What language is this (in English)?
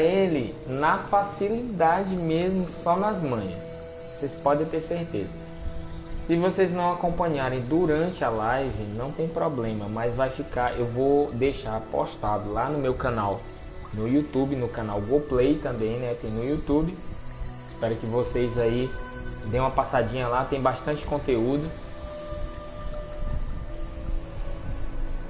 Portuguese